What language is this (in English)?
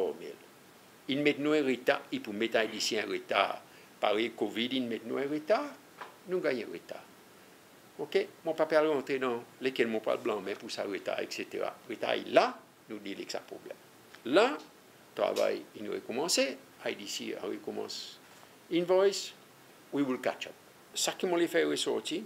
Seselwa Creole French